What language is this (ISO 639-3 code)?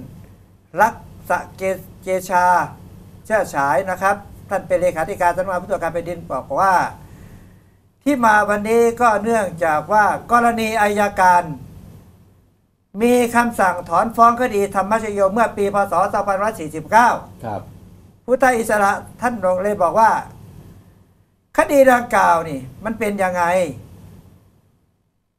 tha